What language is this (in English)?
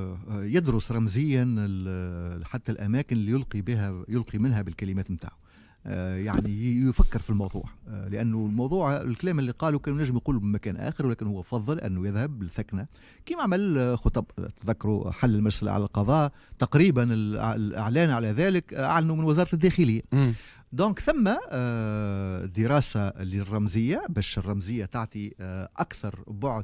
Tunisian Arabic